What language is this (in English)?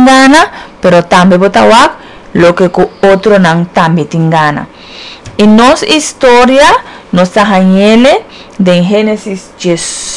Papiamento